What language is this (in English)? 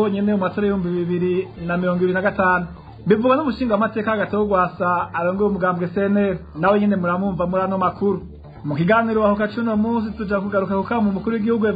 Rundi